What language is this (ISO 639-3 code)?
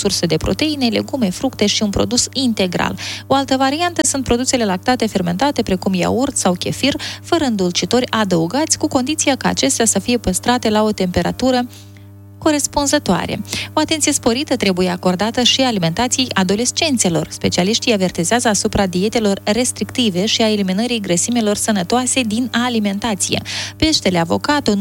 ron